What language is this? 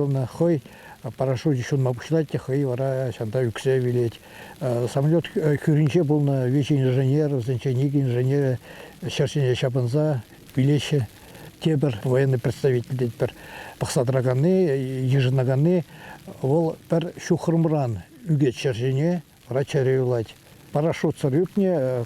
Chuvash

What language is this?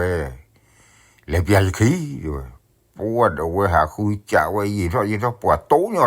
S'gaw Karen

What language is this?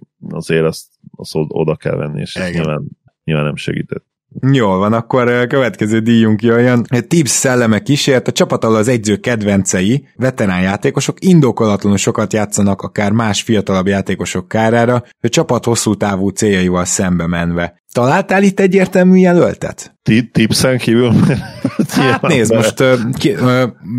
Hungarian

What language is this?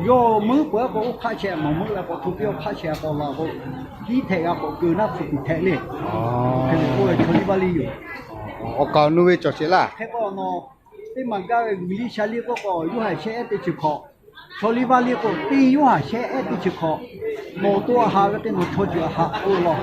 Lahu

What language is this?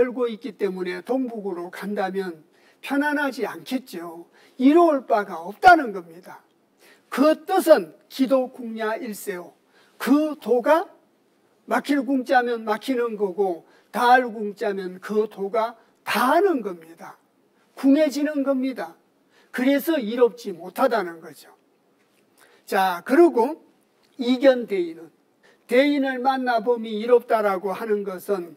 Korean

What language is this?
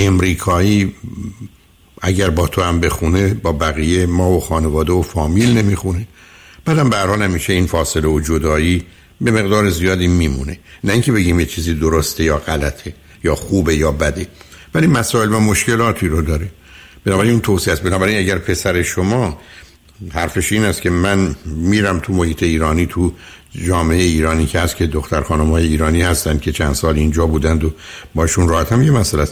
Persian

